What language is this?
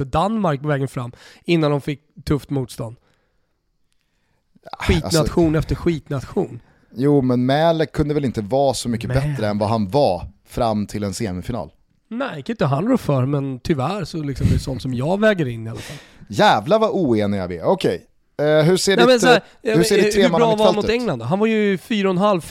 Swedish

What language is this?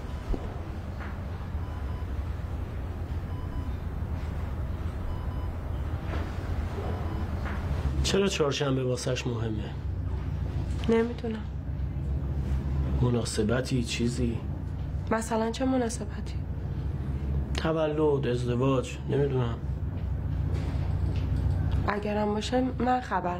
Persian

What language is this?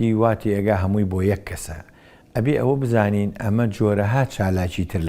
Central Kurdish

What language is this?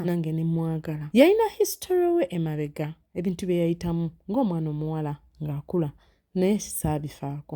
Ganda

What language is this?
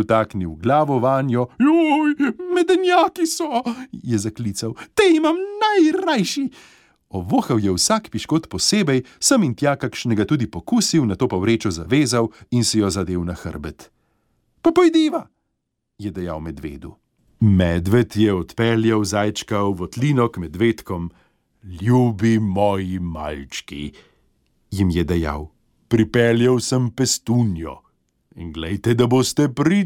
Slovenian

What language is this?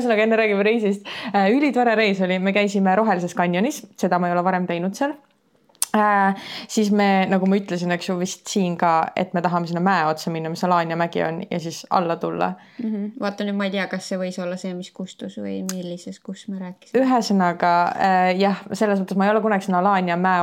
Estonian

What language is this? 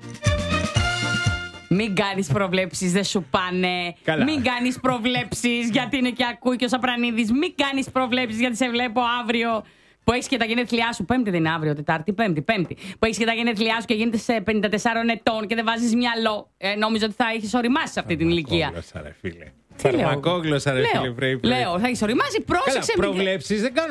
Greek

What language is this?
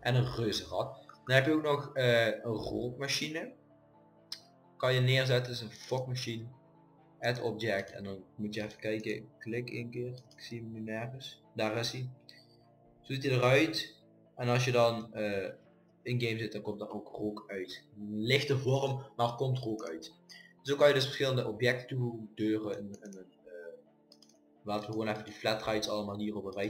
Dutch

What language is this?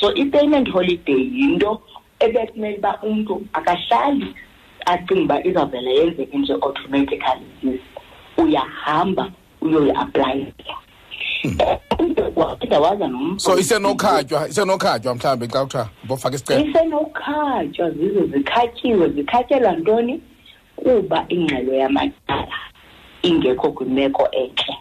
Xhosa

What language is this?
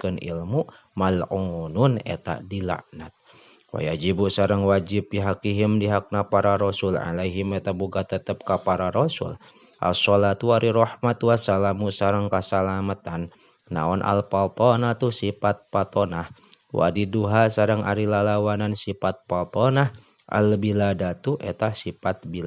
Sundanese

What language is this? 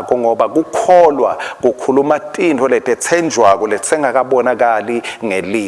Swati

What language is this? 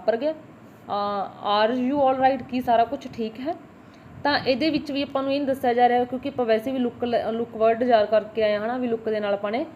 Punjabi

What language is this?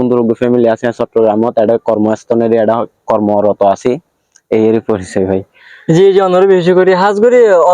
Rohingya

